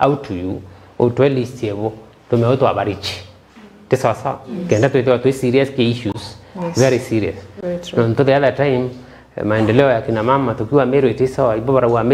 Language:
Meru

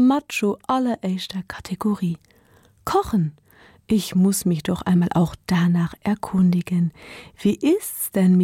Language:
Luxembourgish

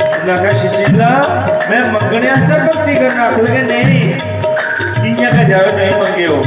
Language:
Dogri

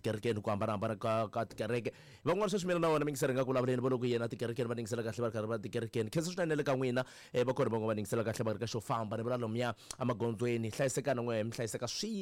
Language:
Tsonga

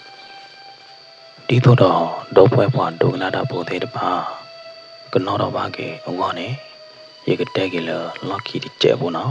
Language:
S'gaw Karen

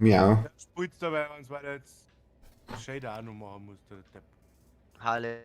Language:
Bavarian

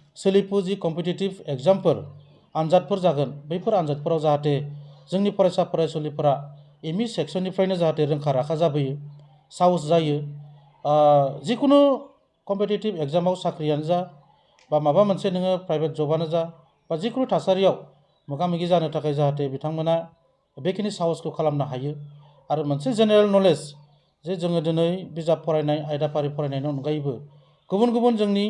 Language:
Bodo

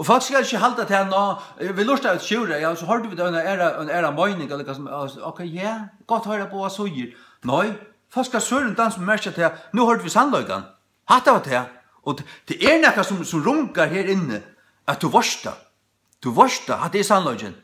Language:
Faroese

